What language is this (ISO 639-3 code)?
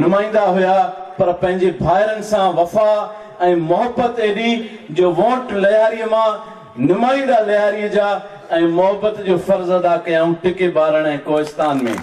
snd